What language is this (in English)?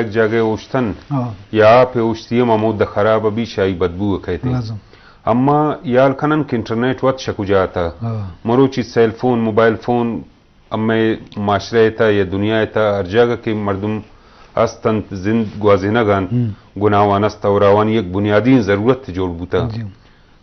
Eastern Balochi